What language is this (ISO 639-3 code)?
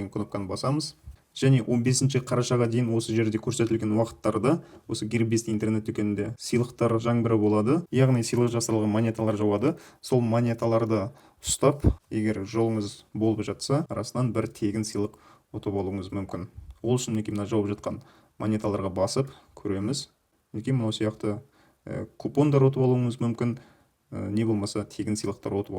kaz